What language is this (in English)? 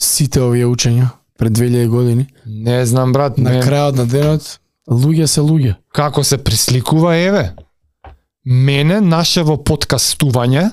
Macedonian